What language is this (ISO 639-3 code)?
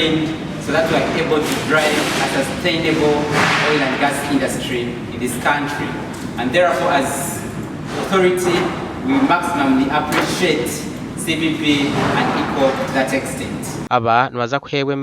nyn